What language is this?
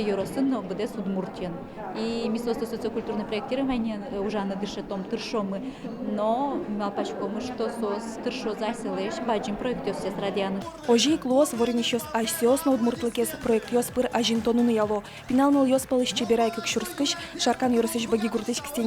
Udmurt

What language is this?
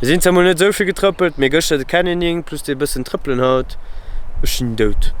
Luxembourgish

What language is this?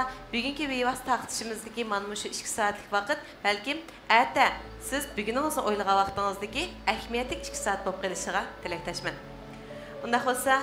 Uyghur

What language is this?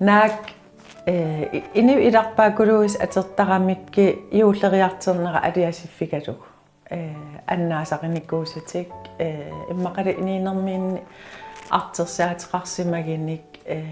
Kalaallisut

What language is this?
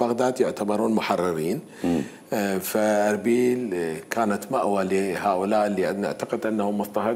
Mesopotamian Arabic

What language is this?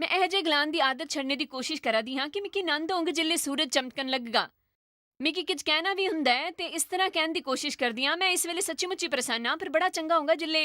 Dogri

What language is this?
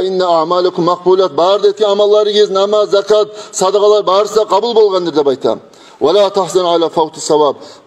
Kumyk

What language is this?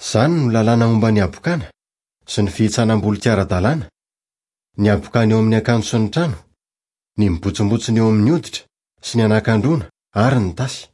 Malagasy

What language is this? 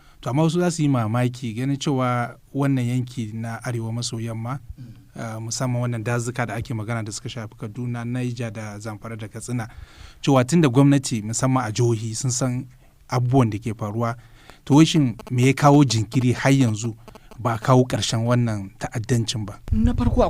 Hausa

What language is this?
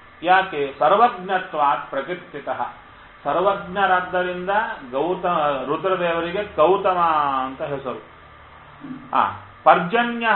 Kannada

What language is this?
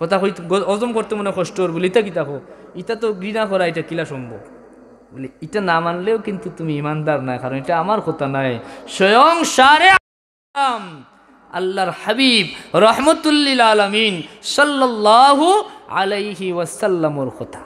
Sylheti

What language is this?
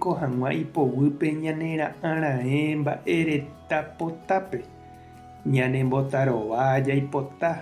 Guarani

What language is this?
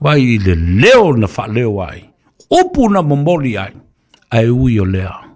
Samoan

